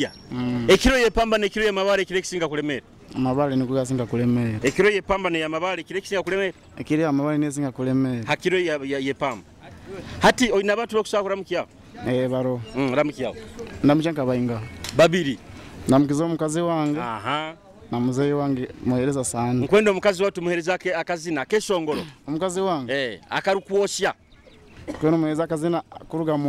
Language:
Nyoro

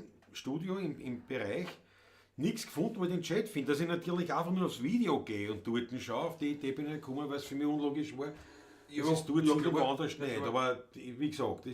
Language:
Bavarian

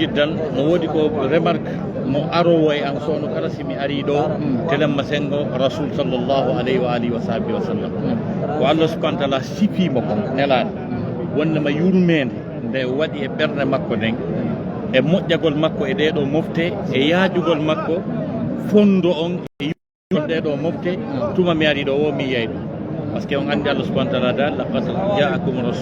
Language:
Fula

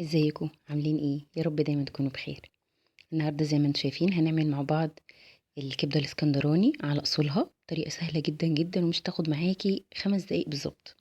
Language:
Egyptian Arabic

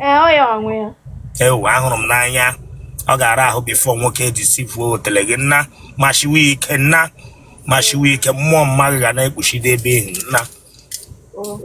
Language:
Igbo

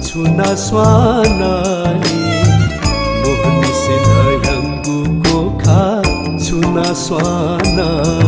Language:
Newari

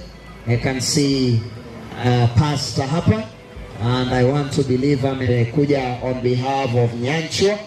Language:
Gusii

